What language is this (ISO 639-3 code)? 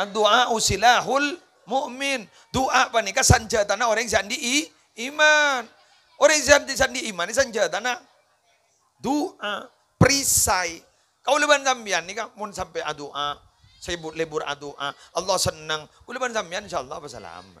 mad